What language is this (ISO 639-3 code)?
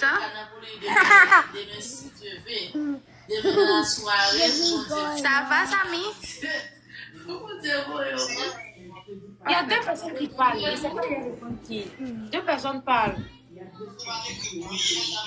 fra